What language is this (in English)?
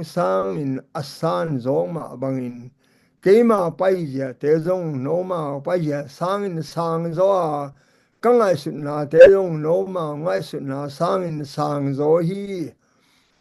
Tedim Chin